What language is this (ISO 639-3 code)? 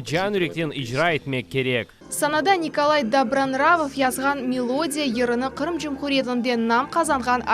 crh